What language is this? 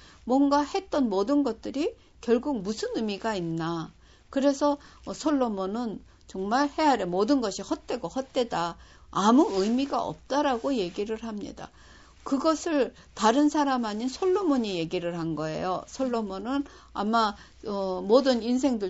Korean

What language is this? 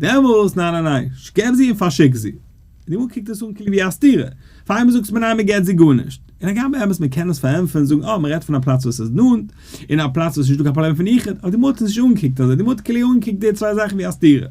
Yiddish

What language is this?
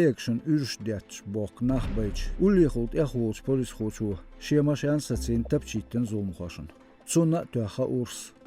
Chechen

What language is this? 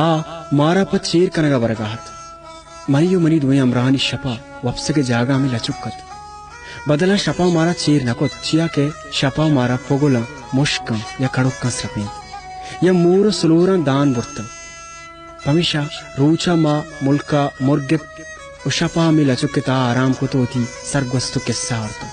Baluchi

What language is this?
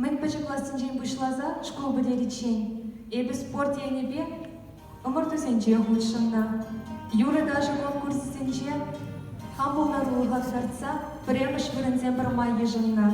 Chuvash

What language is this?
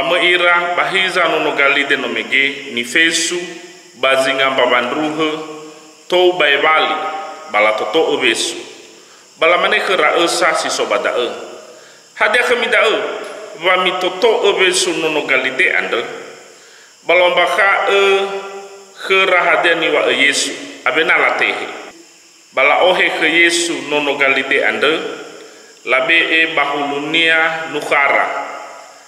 Nias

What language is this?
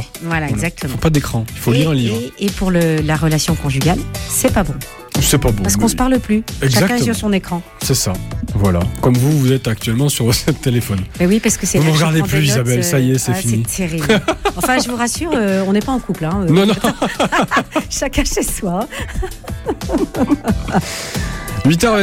French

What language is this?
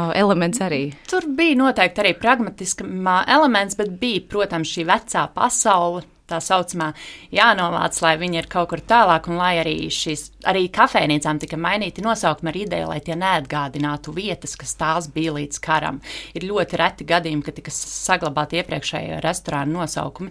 Latvian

